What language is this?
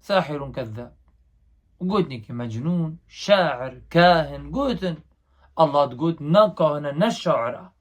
Kurdish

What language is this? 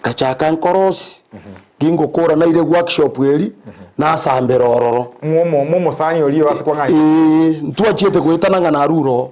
Gusii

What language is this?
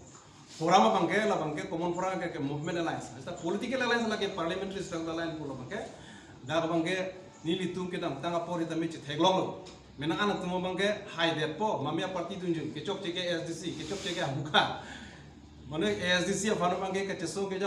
Karbi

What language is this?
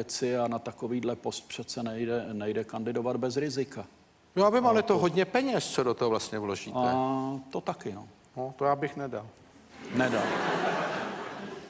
Czech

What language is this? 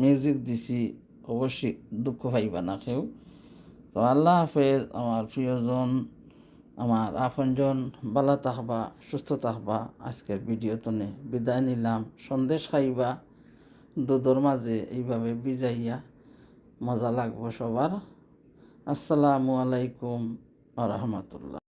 Sylheti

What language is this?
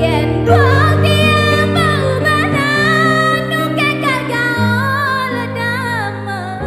Balinese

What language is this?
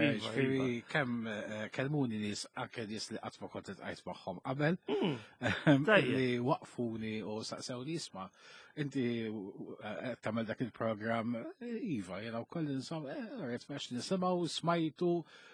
Maltese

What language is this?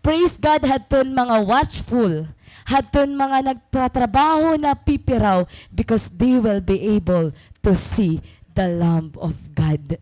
Waray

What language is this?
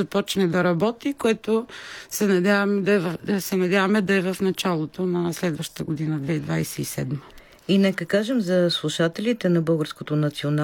Bulgarian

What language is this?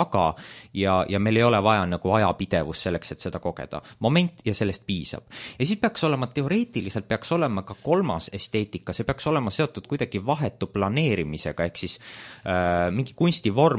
Estonian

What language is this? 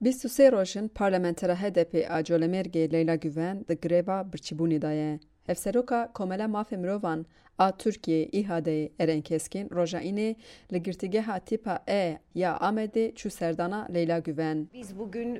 Kurdish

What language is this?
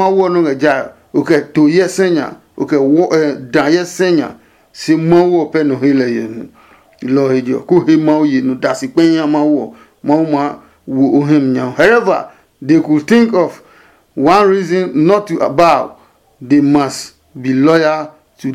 Adangme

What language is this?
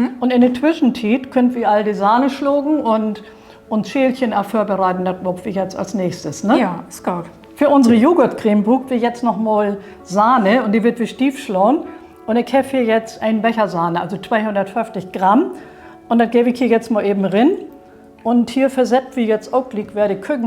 Low German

